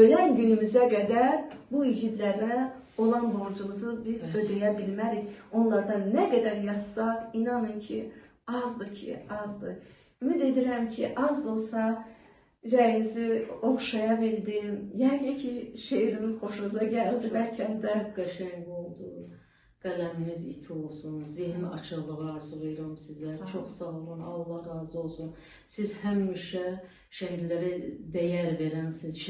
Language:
Azerbaijani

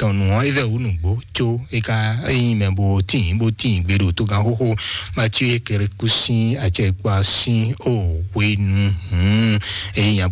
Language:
Fon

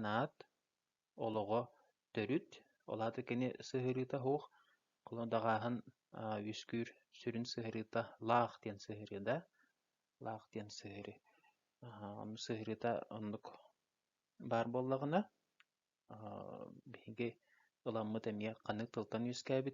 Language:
Yakut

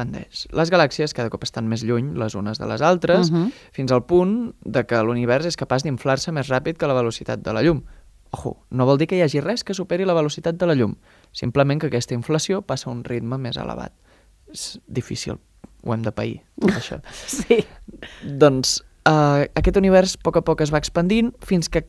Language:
Catalan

